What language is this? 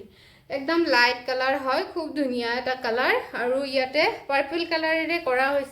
Assamese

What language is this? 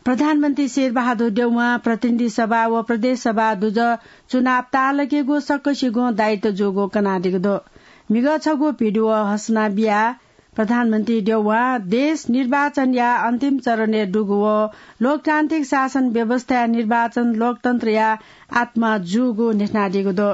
Newari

